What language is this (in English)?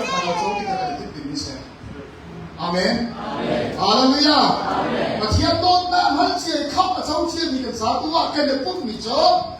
Hakha Chin